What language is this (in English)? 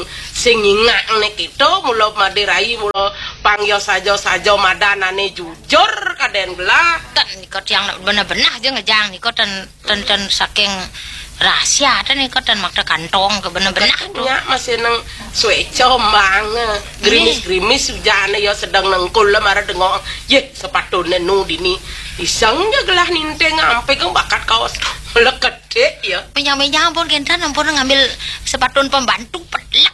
Balinese